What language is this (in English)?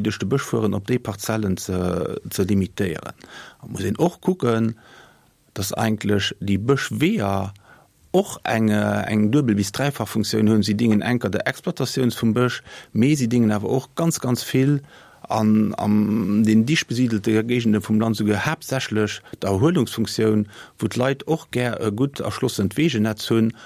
Luxembourgish